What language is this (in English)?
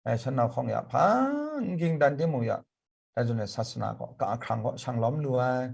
Kachin